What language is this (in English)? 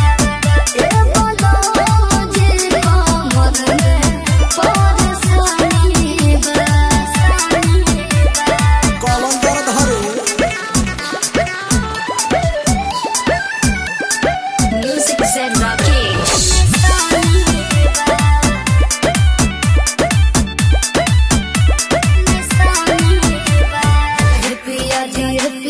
Bhojpuri